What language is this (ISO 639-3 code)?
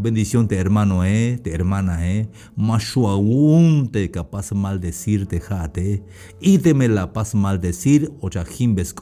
tzh